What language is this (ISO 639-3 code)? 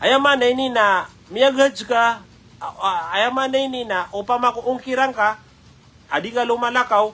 mrw